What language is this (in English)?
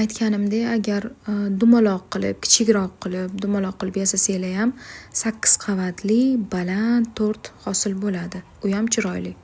Uzbek